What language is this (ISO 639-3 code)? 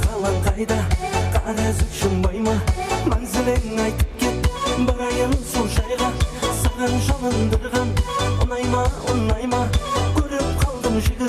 kaa